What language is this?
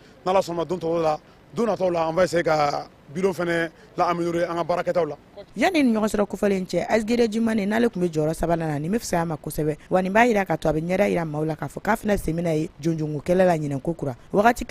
Bambara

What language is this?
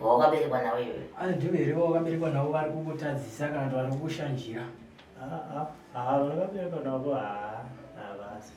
Shona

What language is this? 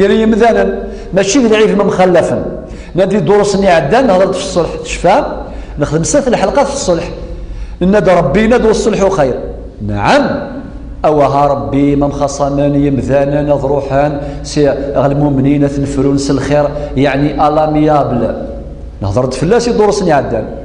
Kabyle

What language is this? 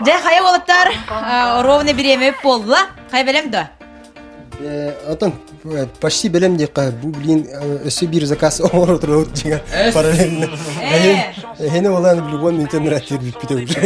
Yakut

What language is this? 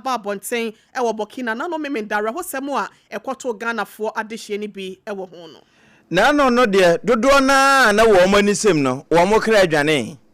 Akan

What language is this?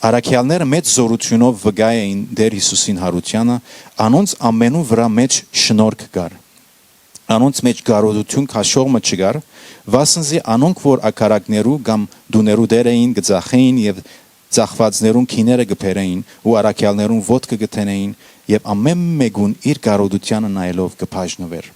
Western Armenian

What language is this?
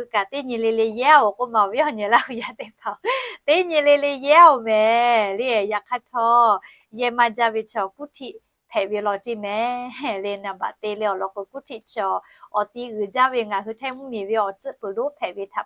Lahu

